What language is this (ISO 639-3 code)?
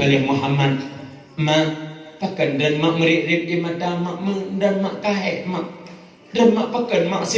ace